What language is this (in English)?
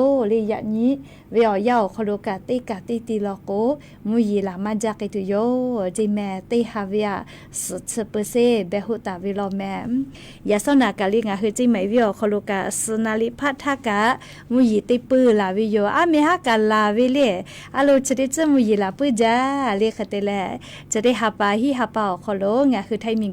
Lahu